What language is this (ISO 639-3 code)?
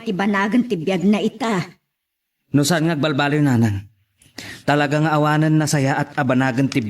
ilo